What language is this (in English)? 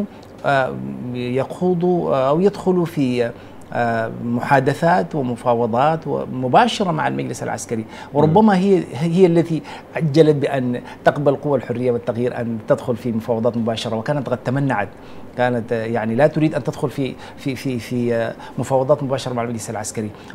Arabic